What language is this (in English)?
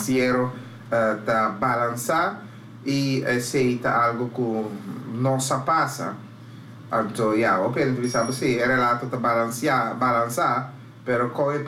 Papiamento